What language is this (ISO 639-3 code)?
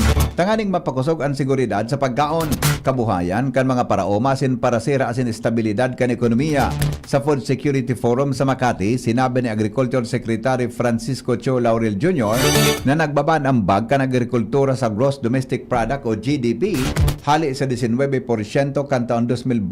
bik